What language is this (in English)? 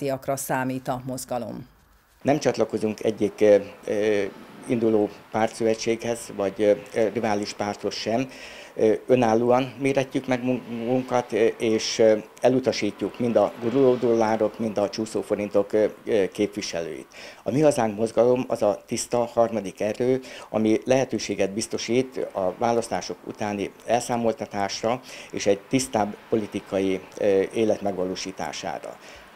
Hungarian